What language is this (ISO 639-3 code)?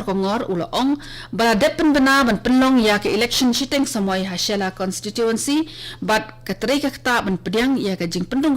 kha